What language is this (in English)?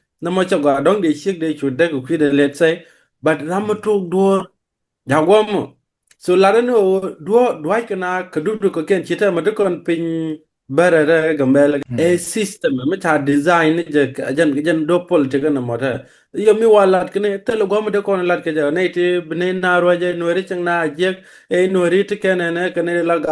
Nuer